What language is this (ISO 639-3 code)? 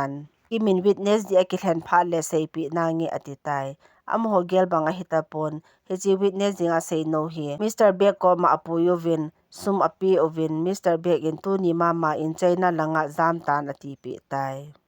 tcz